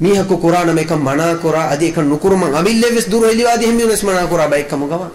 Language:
Divehi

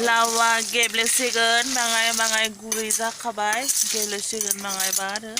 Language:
Bodo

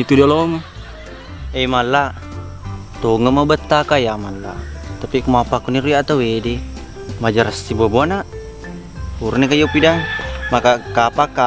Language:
Buginese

